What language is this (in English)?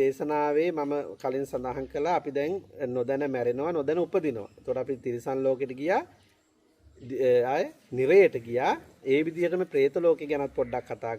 Sinhala